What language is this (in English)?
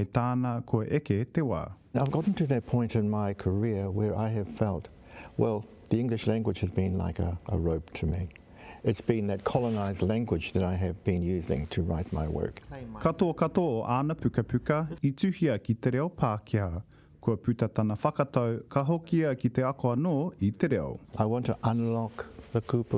Māori